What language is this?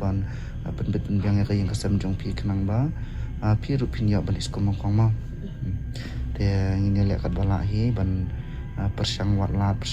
Khasi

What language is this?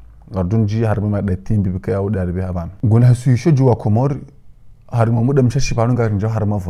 Ngazidja Comorian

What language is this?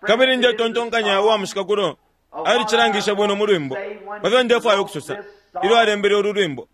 Bemba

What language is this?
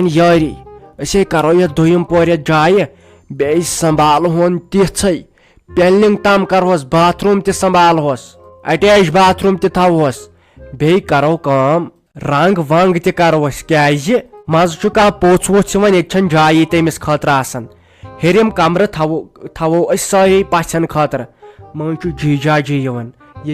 Kashmiri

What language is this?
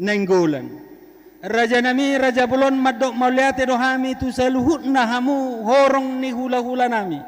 Batak Toba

